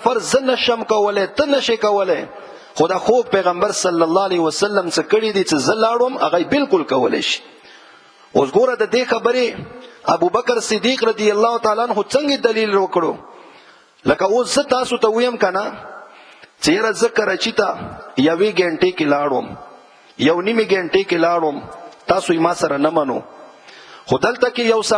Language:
Pashto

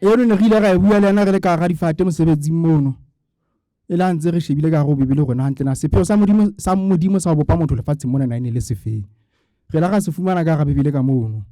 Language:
Southern Sotho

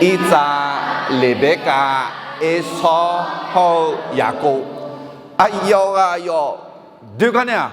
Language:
Akha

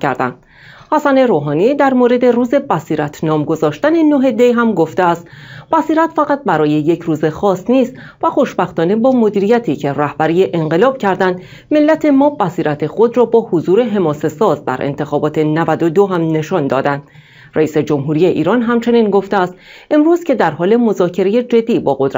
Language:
Persian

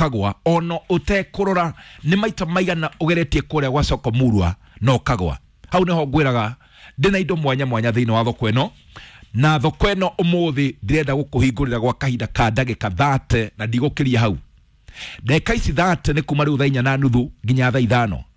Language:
Kikuyu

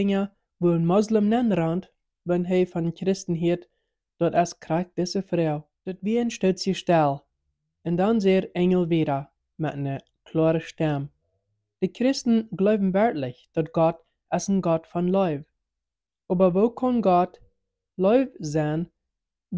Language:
Plautdietsch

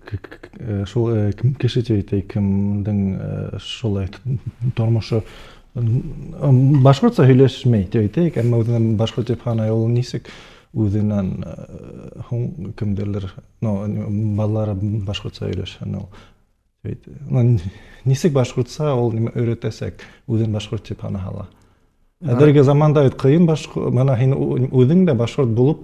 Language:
Bashkir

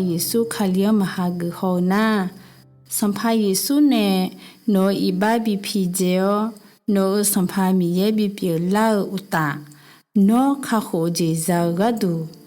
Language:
Akha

